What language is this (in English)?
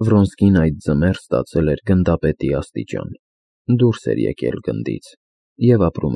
Armenian